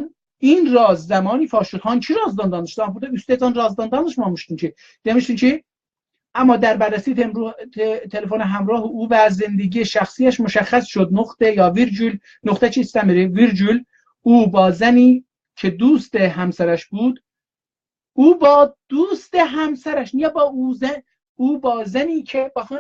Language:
South Azerbaijani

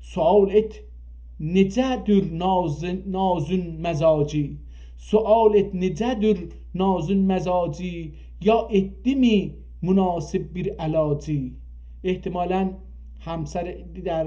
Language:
South Azerbaijani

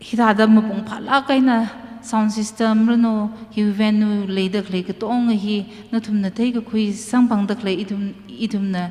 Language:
Tangkhul Naga (India)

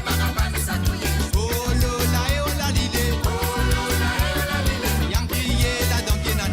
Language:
Morisyen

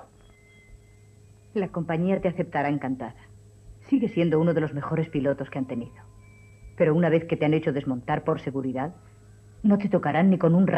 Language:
Spanish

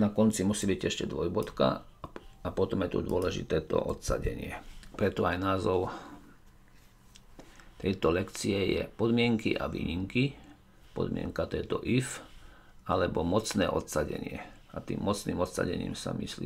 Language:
Slovak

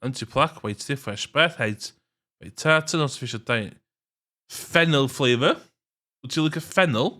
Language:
Welsh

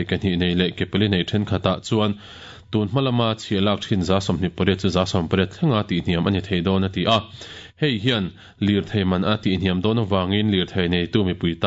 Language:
Mizo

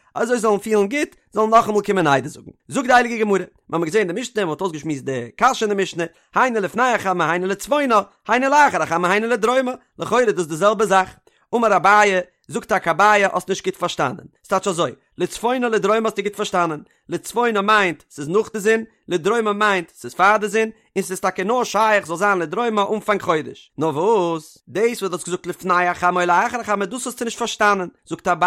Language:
Yiddish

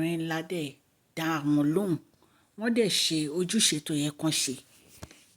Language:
Yoruba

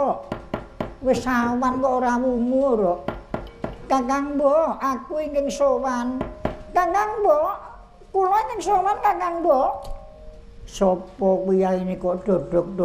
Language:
Javanese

